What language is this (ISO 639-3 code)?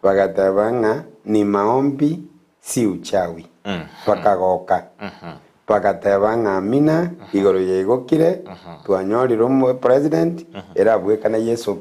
guz